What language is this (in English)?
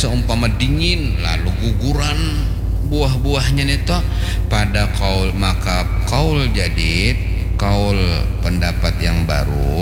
Banjar